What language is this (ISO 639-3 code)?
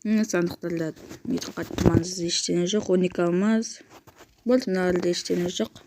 kaz